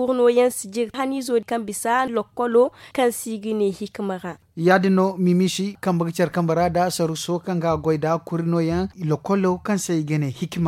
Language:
Zarma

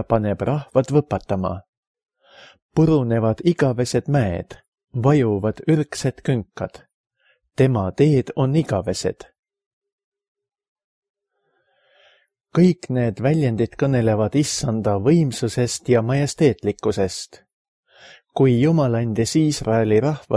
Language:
Estonian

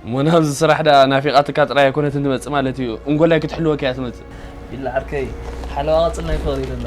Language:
Tigrinya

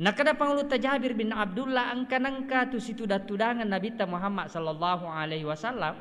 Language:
Buginese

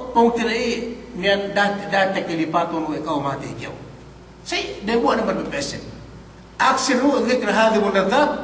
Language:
Yakan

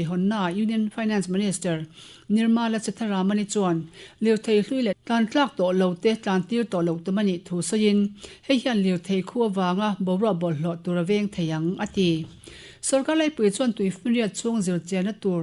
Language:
Mizo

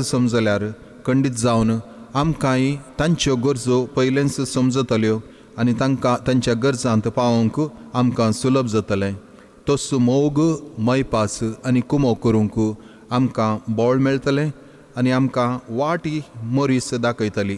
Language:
Konkani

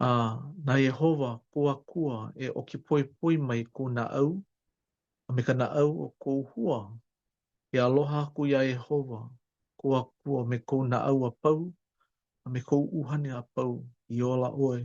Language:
Hawaiian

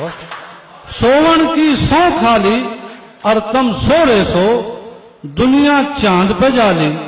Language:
Haryanvi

